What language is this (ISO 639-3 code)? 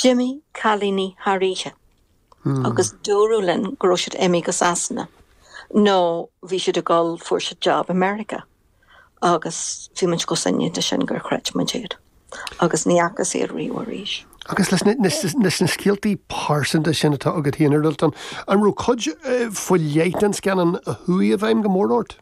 gle